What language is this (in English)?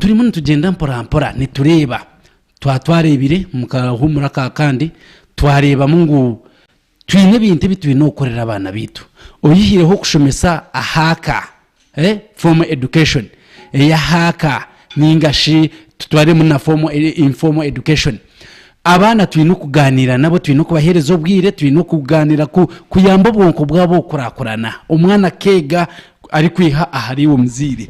Nyankole